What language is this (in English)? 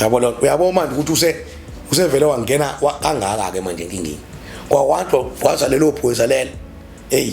Zulu